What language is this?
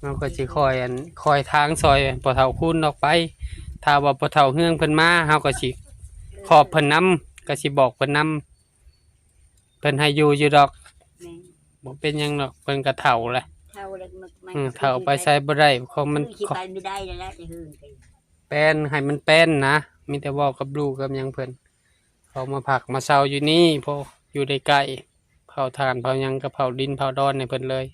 Northeastern Thai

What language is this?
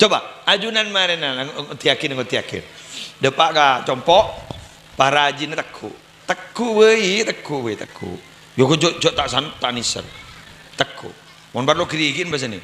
Madurese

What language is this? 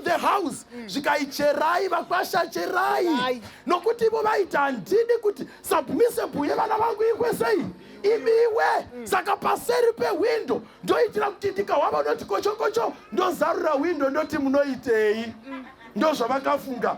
Shona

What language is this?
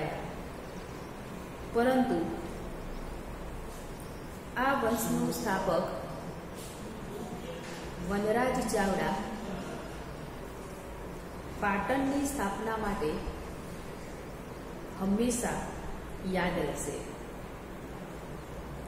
Gujarati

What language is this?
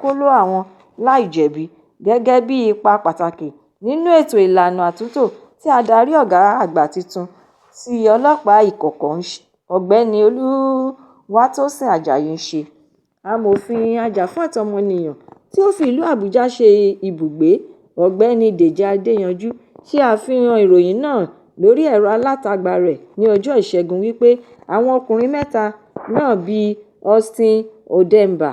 Yoruba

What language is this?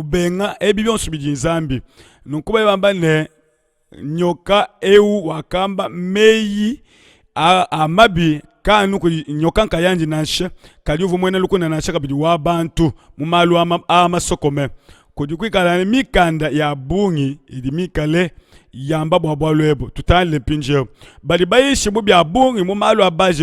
Luba-Lulua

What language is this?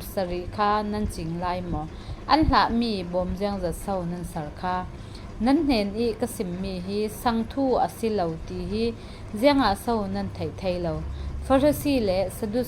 Falam Chin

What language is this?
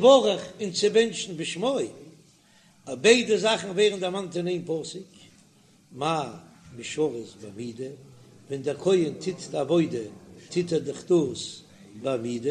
Yiddish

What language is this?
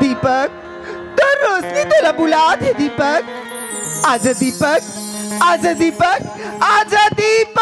Chhattisgarhi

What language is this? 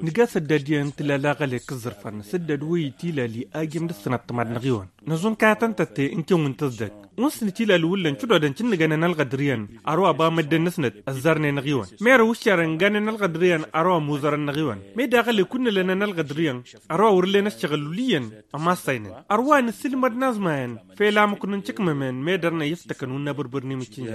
Tamasheq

